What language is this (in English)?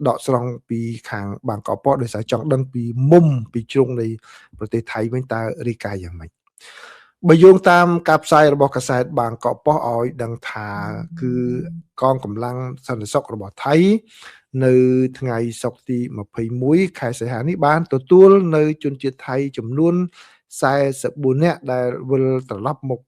Khmer